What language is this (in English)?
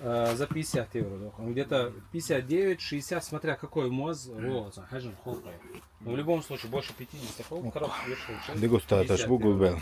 Chechen